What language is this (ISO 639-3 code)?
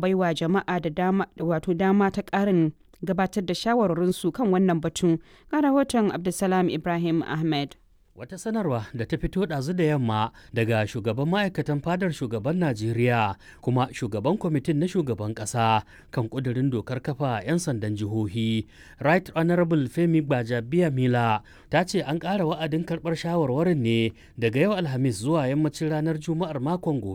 hau